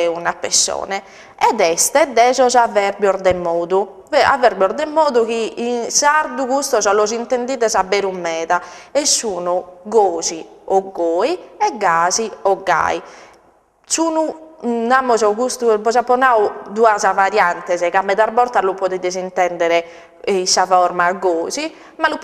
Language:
Sardinian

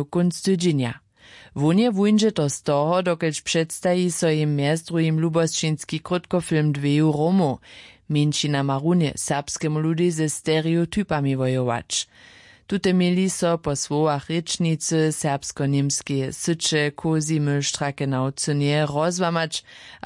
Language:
Upper Sorbian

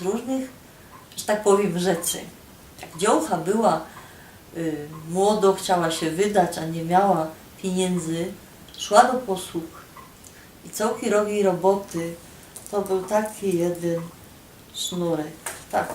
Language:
Silesian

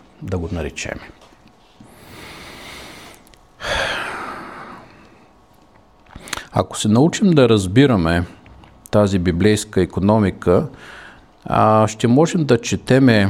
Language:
Bulgarian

